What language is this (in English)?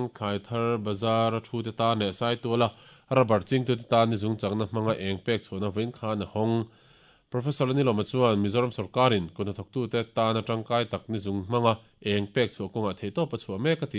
Mizo